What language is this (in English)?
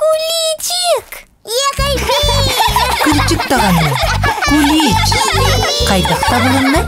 Yakut